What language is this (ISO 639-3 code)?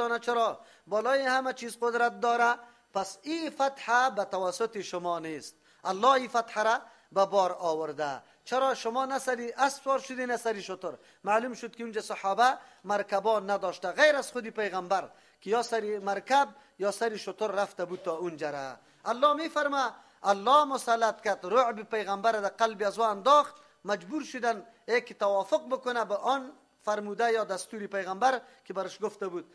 fas